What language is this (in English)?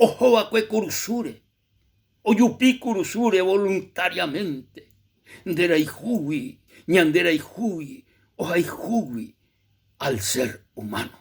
Guarani